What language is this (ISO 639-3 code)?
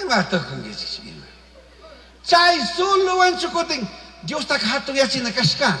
qug